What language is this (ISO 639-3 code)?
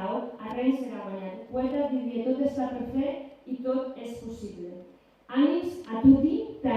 oci